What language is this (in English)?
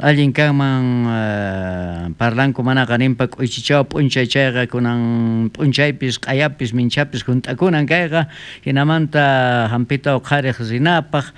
South Bolivian Quechua